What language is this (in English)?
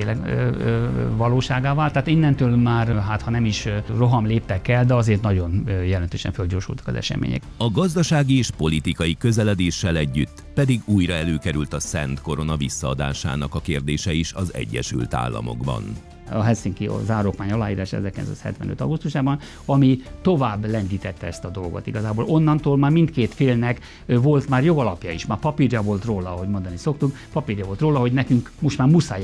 Hungarian